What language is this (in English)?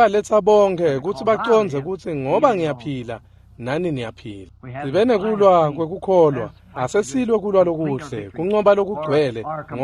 Swati